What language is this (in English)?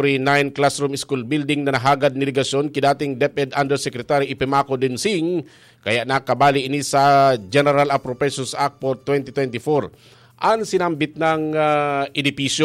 Bikol